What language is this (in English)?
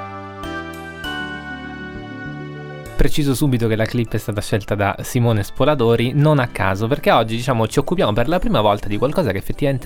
Italian